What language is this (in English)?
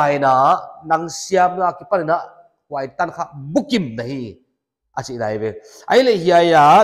Paite Chin